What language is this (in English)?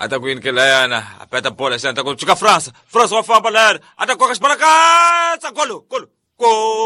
Tsonga